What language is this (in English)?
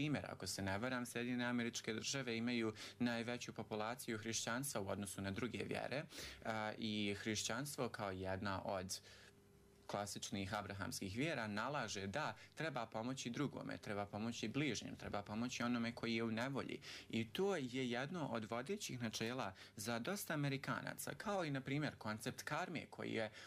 Bosnian